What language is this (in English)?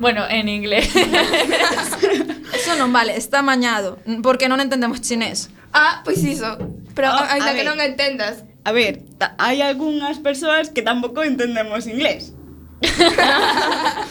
Galician